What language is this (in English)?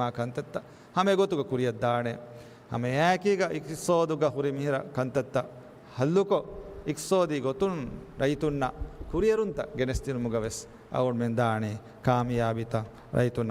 Divehi